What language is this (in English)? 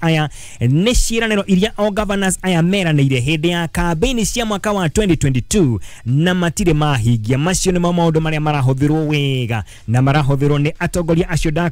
Kikuyu